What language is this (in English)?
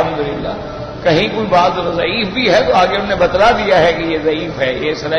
Urdu